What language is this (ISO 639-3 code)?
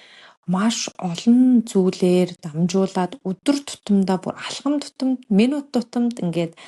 mon